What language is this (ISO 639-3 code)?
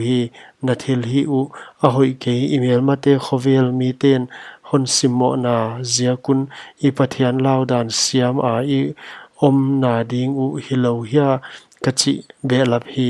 pck